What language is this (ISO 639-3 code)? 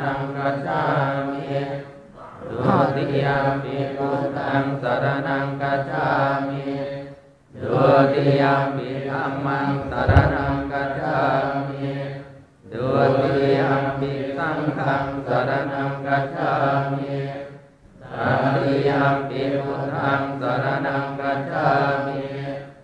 pli